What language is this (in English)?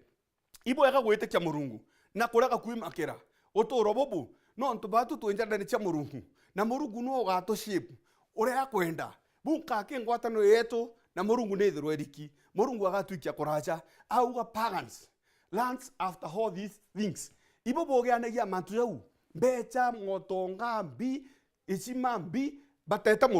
Meru